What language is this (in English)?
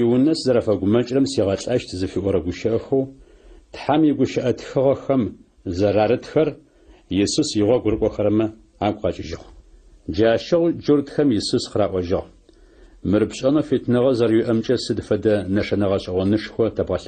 Adyghe